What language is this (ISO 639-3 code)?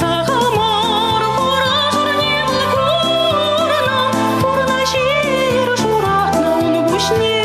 chv